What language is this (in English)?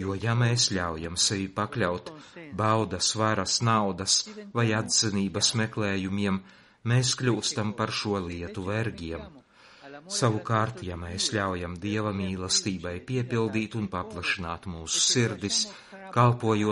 Latvian